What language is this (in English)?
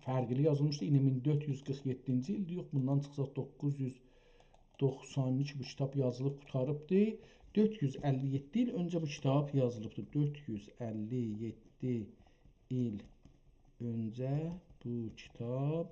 South Azerbaijani